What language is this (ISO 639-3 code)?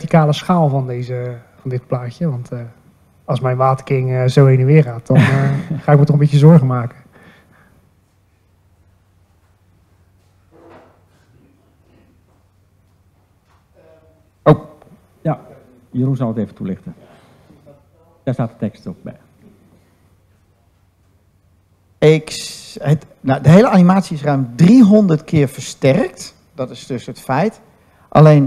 nld